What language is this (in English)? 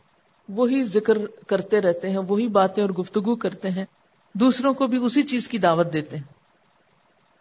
Urdu